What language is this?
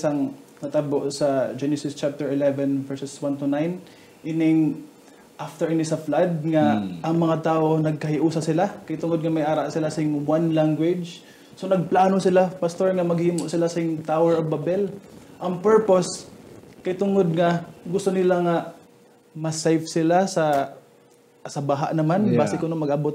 Hiligaynon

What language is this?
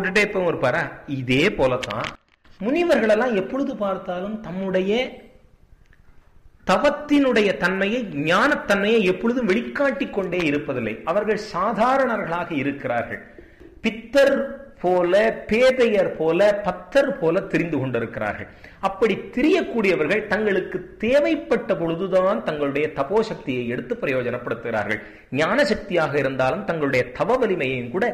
Tamil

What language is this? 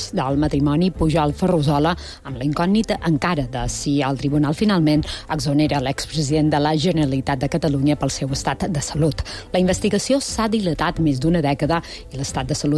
Catalan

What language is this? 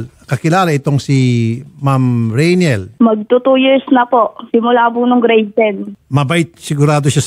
Filipino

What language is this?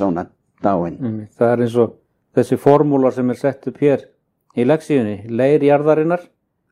Icelandic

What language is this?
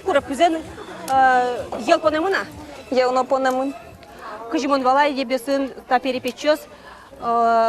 Udmurt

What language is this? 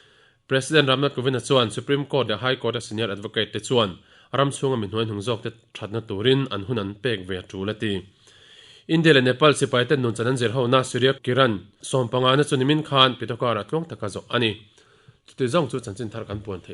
Mizo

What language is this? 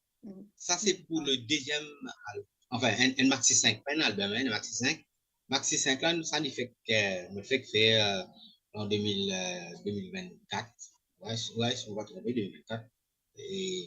Morisyen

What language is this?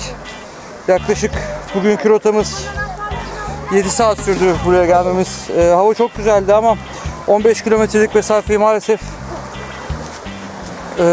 Turkish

